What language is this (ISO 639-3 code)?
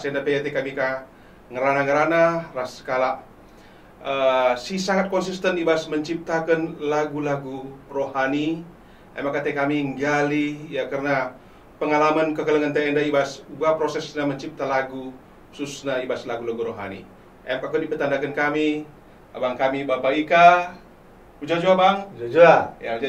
btx